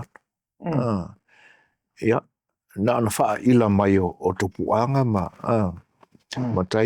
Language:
Samoan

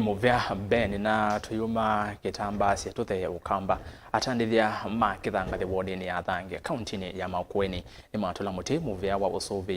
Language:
Kamba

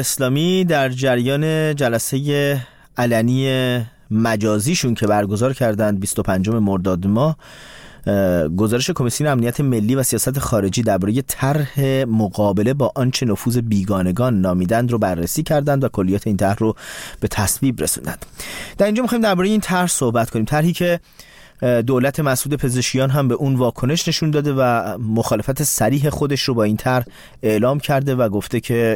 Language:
Persian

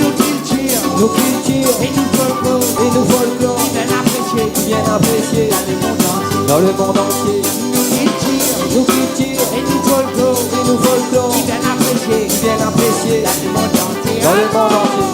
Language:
Réunion Creole French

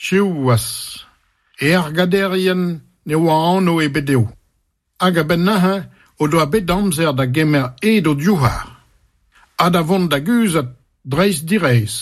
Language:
Breton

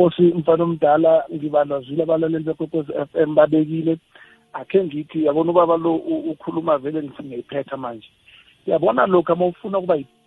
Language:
South Ndebele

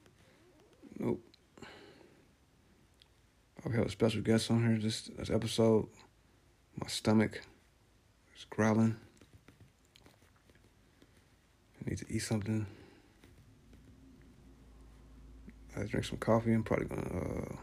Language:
English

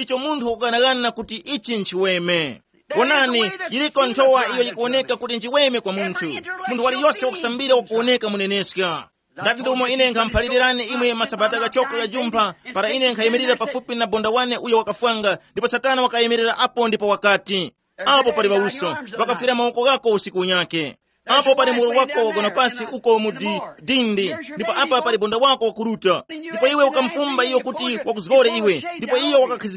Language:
Tumbuka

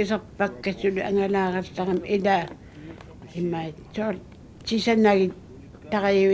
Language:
Kalaallisut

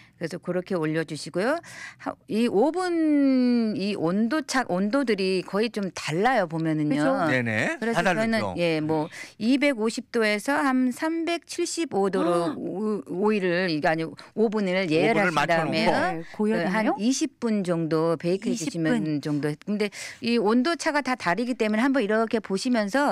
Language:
Korean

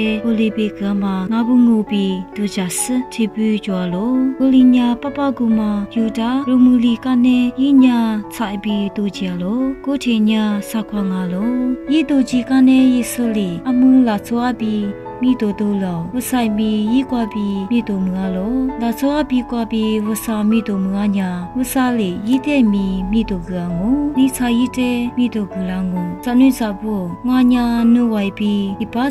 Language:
Lisu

